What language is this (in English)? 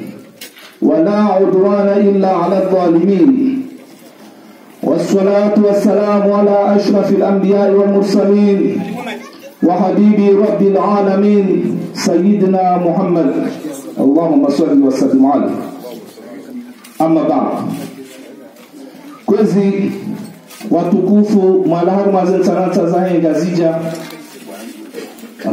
Ngazidja Comorian